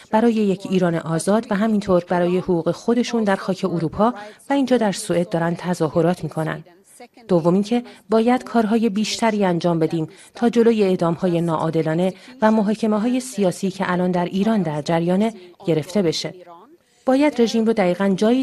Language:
Persian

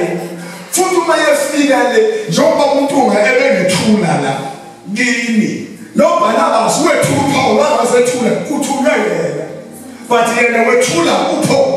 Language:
Zulu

